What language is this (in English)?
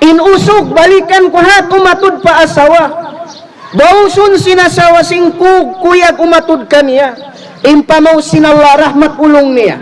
Tausug